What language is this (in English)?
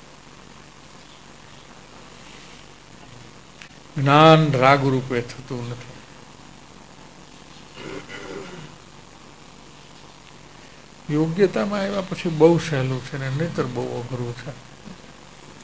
Gujarati